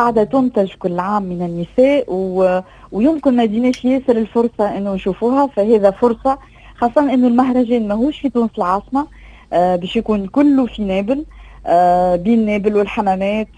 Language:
Tunisian Arabic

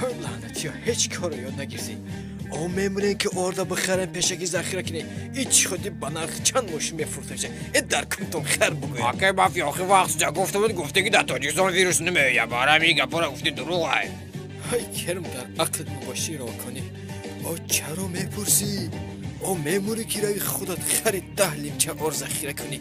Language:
Tajik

